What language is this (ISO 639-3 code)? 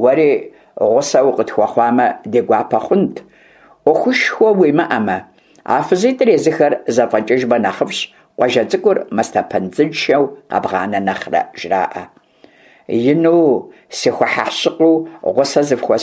kbd